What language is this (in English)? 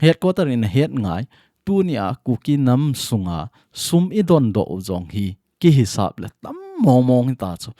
Thado Chin